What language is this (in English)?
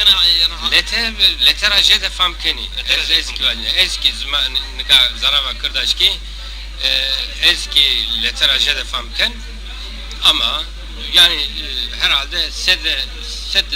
Zaza